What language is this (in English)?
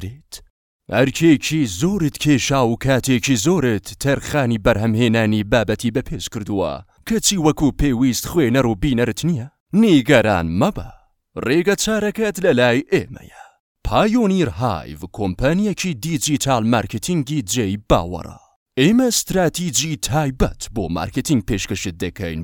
Central Kurdish